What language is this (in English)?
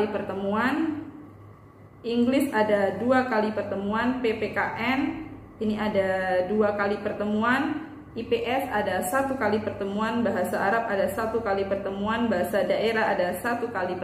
Indonesian